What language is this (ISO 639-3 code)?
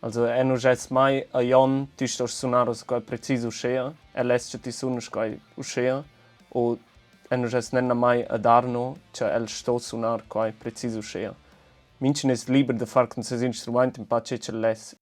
roh